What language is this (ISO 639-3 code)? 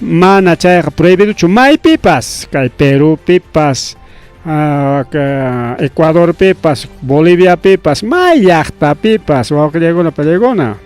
quy